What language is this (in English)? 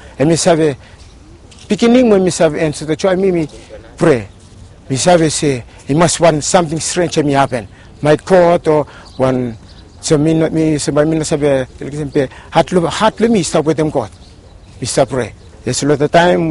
Bislama